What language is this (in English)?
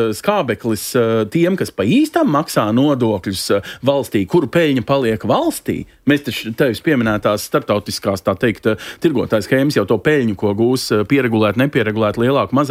Latvian